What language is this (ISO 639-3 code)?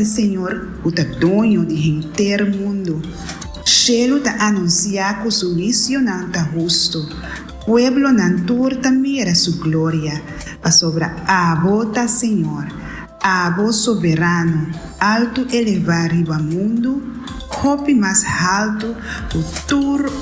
pap